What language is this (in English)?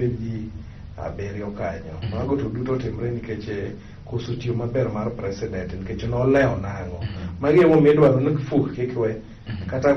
Luo (Kenya and Tanzania)